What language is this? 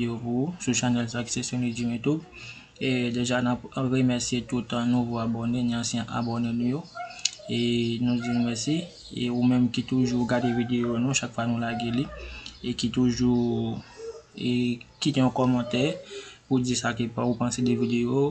Haitian Creole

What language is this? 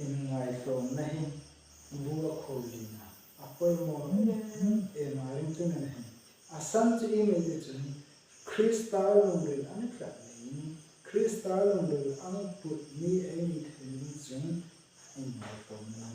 Hmar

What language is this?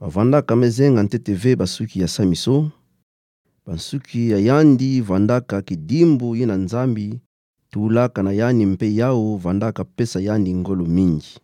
Kituba (Democratic Republic of Congo)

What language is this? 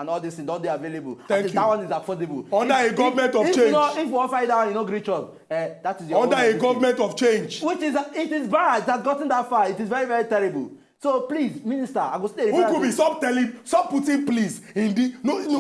Nigerian Pidgin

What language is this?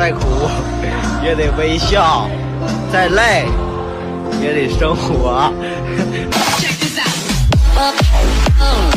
Chinese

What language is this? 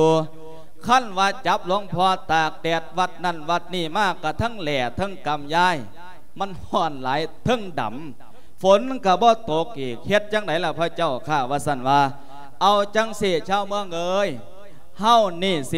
Lao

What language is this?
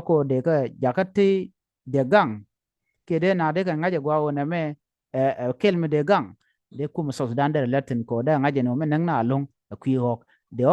Nuer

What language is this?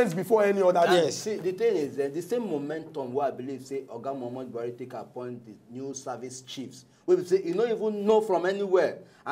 Nigerian Pidgin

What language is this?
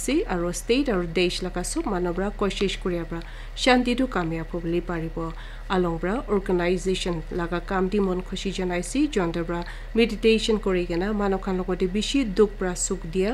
Naga Pidgin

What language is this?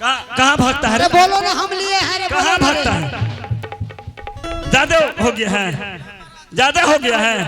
Angika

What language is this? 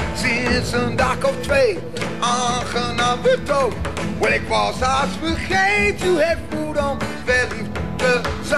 Dutch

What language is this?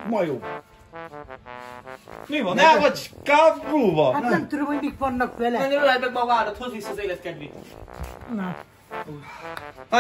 Hungarian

